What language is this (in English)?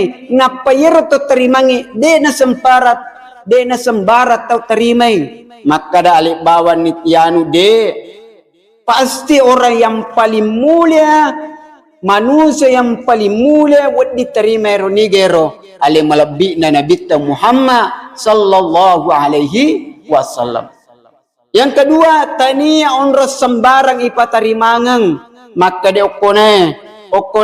Buginese